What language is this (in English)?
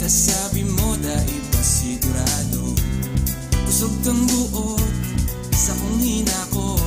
Bikol